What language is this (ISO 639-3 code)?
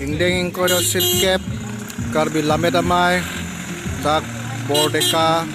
mjw